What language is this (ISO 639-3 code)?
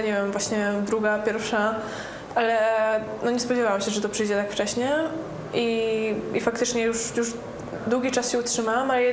pol